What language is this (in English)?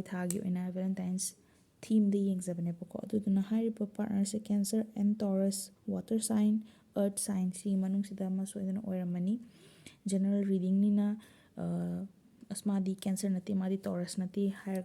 Manipuri